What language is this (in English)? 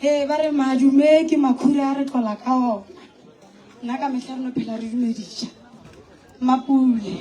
Northern Sotho